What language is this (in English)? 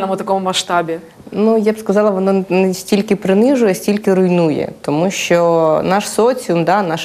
Ukrainian